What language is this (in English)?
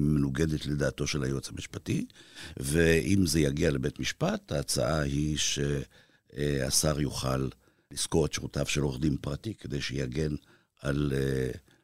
Hebrew